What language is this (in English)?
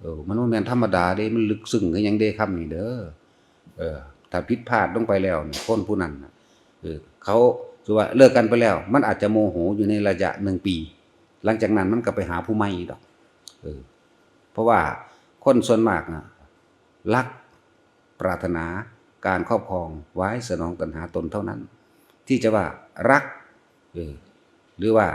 Northeastern Thai